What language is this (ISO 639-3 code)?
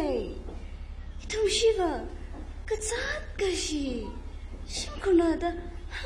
nmf